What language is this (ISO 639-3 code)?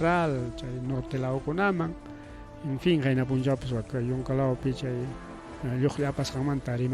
quy